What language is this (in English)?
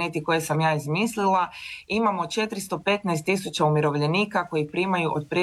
Croatian